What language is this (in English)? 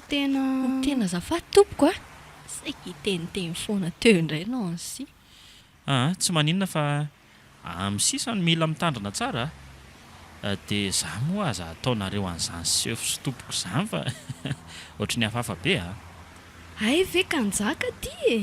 Malagasy